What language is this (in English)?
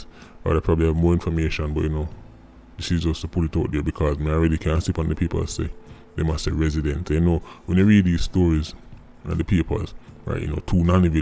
Jamaican Creole English